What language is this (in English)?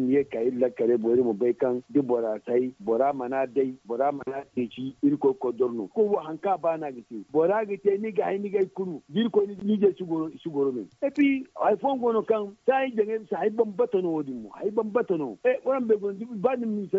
Zarma